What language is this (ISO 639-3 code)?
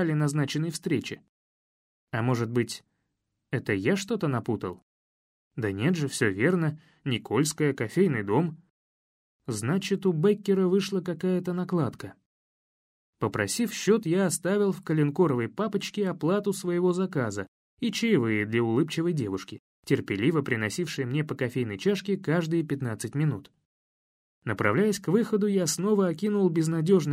rus